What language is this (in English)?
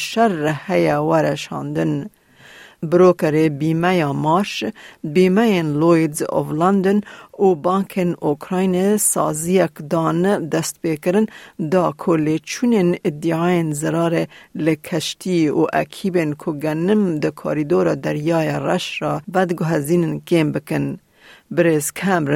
Kurdish